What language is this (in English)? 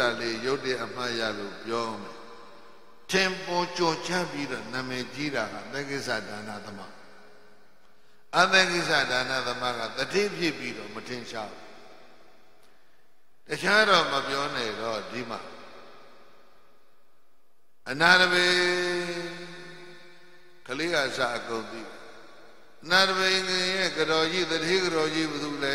Burmese